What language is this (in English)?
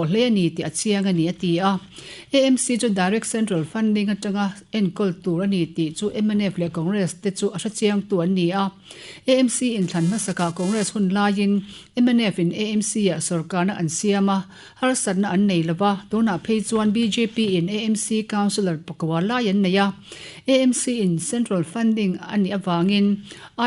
Mizo